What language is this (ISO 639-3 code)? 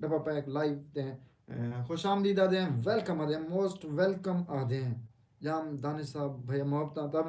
skr